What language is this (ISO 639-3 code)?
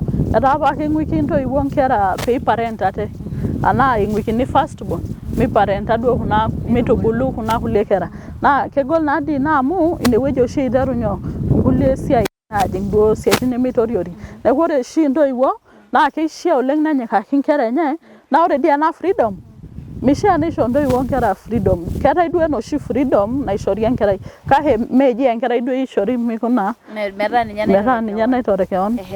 mas